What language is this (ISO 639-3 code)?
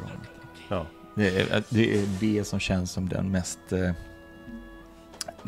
swe